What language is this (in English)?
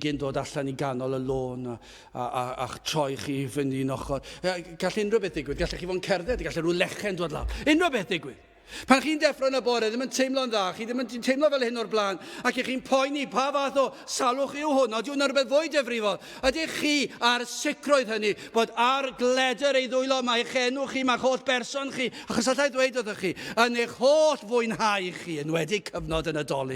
Welsh